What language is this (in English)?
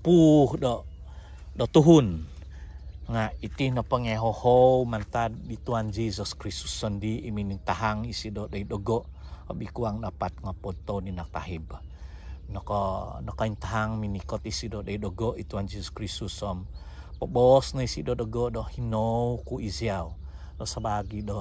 Central Dusun